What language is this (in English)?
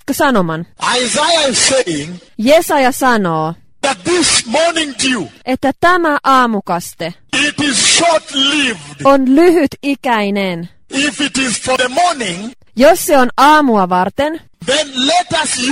Finnish